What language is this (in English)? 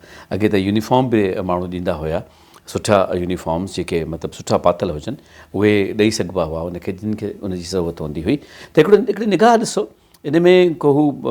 Sindhi